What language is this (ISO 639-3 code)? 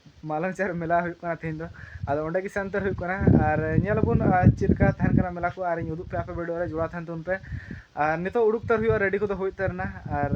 sat